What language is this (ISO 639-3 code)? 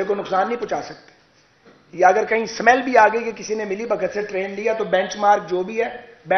urd